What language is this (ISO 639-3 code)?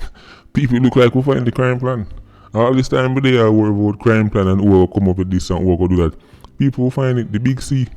jam